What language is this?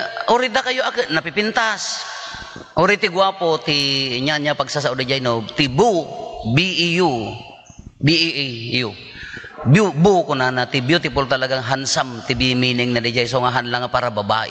Iloko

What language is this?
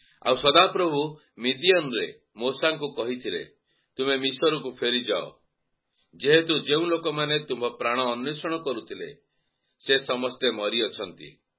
Odia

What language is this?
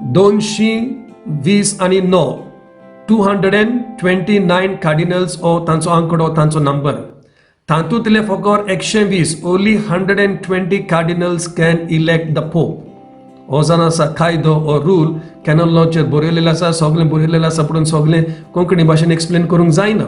Konkani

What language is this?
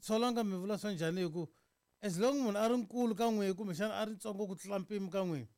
Tsonga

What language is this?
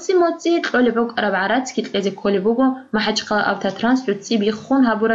Avaric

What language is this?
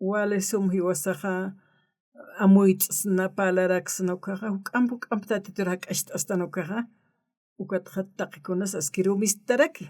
Aymara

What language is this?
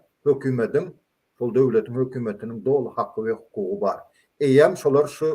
Turkmen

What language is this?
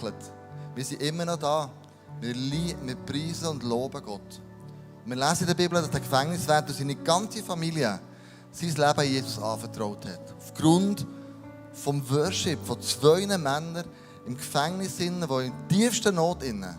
Swiss German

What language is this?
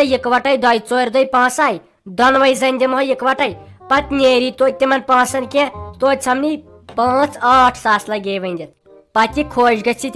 Kashmiri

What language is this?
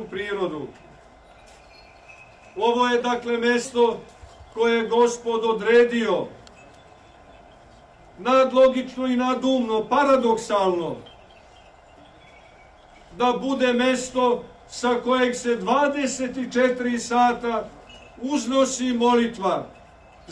Serbian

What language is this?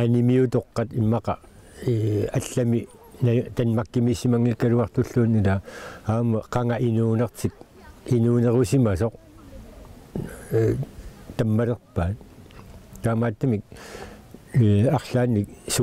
Kalaallisut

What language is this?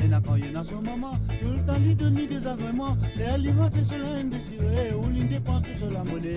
Morisyen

